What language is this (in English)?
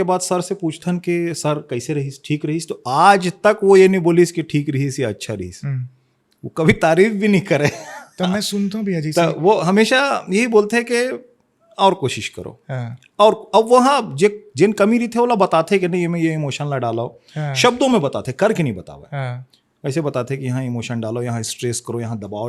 Chhattisgarhi